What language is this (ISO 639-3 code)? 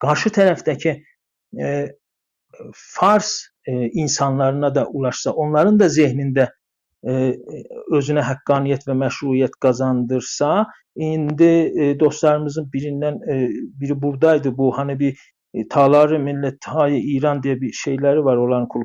azb